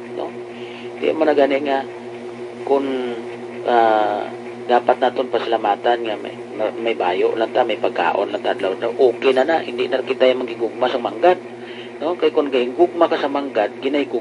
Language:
Hiligaynon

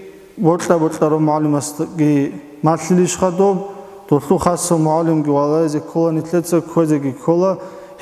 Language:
Avaric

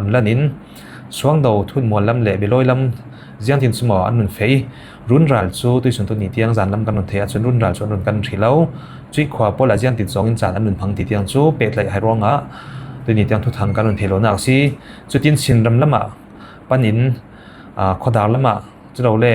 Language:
Falam Chin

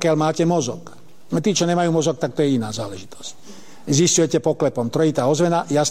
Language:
Slovak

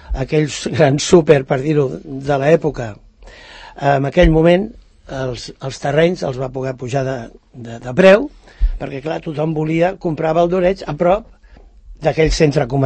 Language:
Catalan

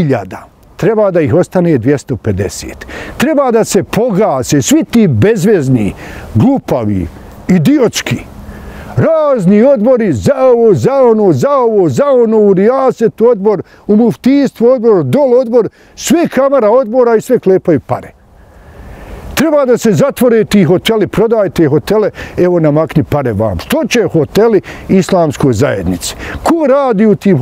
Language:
Bosnian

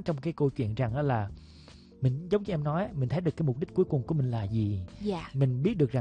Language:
Vietnamese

